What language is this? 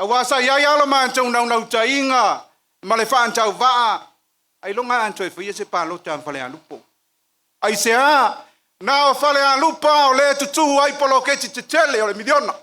Samoan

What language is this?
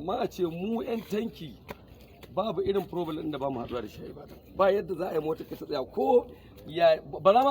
Hausa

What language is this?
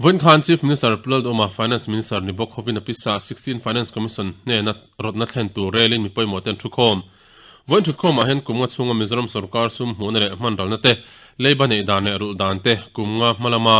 Mizo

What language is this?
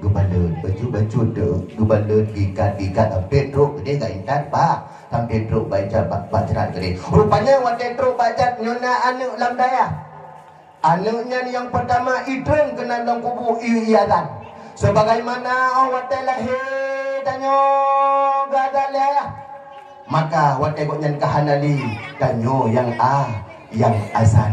Achinese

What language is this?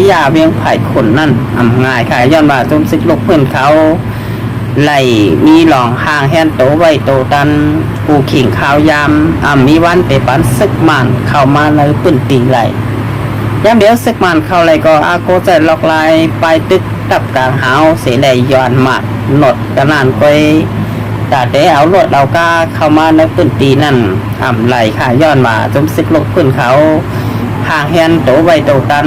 Shan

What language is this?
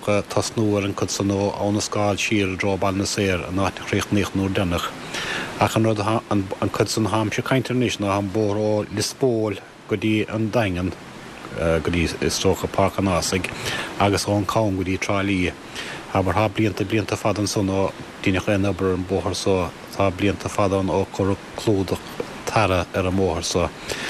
Irish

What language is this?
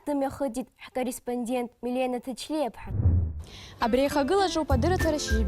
Abkhazian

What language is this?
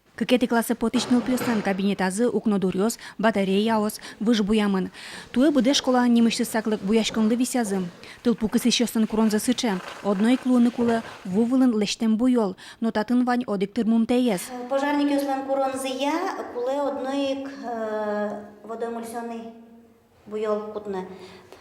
Udmurt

